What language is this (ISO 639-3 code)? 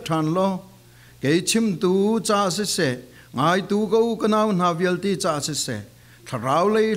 cfm